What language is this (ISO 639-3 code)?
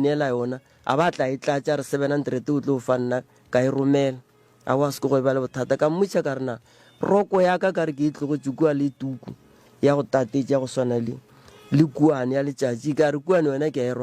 nso